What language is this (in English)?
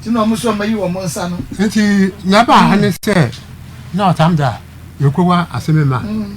Akan